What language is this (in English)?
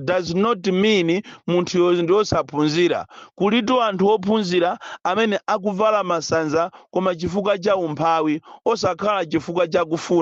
Nyanja